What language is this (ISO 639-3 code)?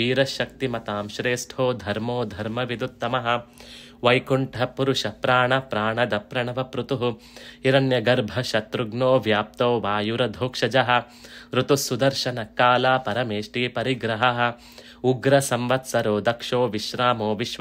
san